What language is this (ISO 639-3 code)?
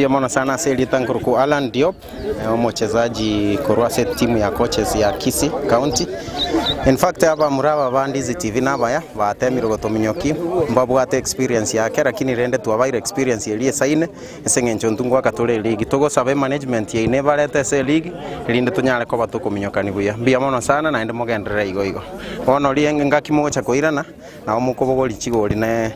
guz